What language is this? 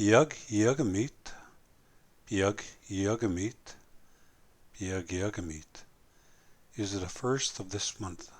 Plains Cree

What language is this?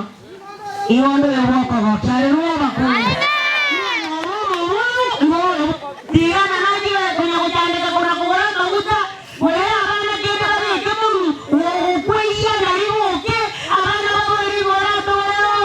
Gusii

